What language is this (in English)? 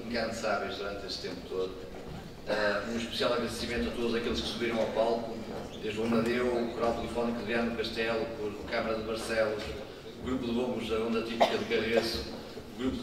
Portuguese